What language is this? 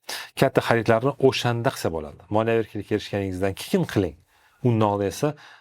Uzbek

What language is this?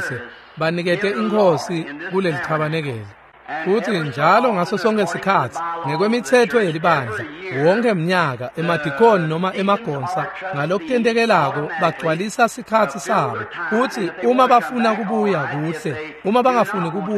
Swati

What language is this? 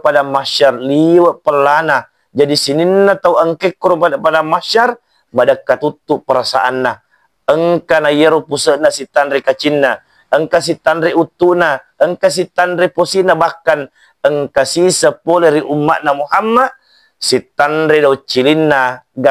Buginese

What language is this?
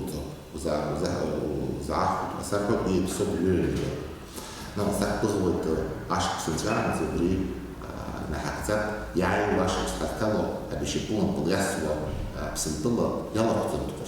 Abkhazian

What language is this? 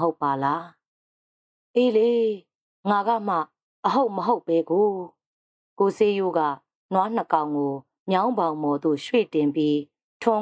Burmese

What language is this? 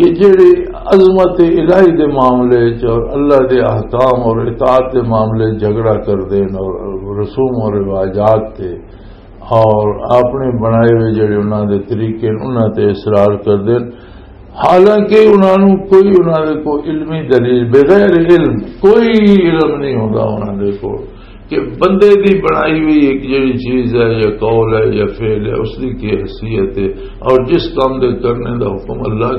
Western Panjabi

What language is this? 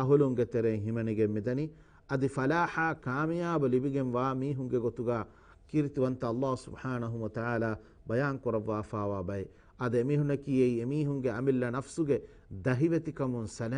Divehi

